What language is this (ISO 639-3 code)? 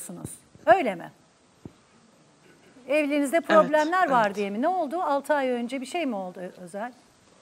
tur